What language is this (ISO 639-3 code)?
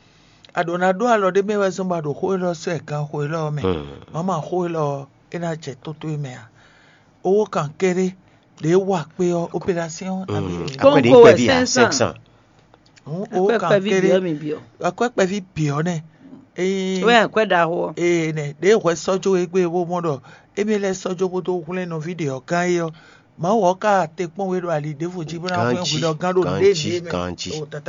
fon